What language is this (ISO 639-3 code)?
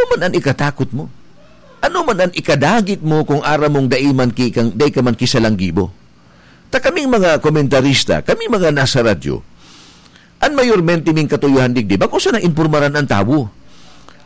bik